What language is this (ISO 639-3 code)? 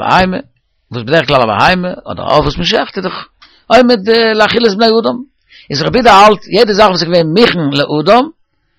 yid